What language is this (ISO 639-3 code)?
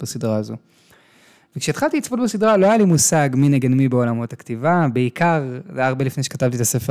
heb